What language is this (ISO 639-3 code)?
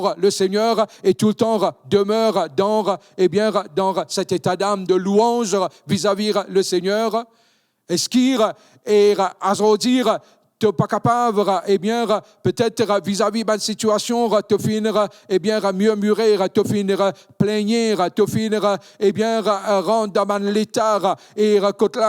mfe